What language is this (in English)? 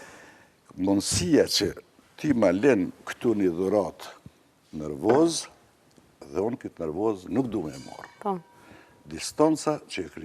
Albanian